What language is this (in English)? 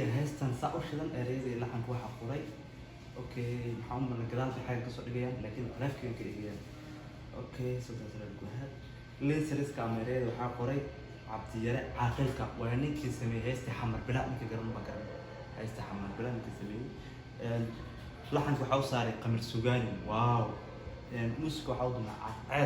Somali